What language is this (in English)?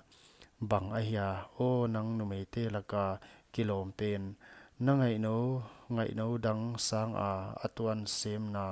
Paite Chin